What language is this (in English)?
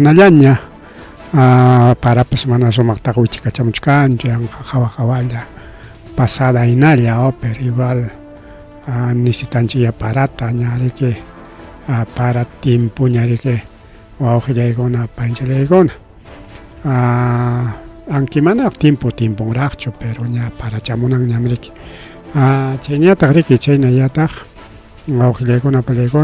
Ayacucho Quechua